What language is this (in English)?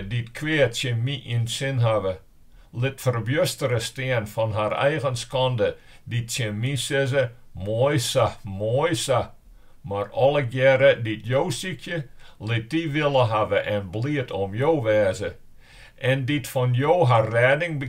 Western Frisian